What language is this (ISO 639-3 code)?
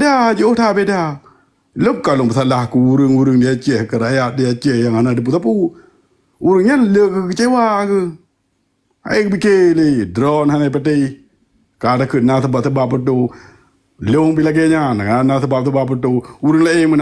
ace